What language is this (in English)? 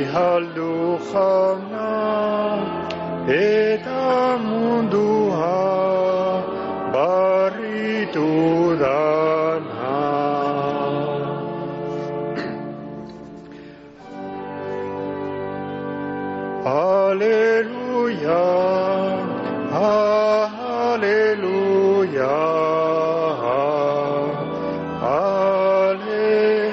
Basque